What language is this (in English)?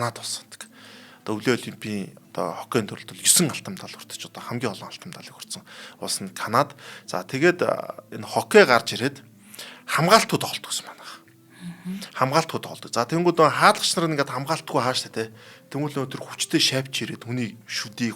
Mongolian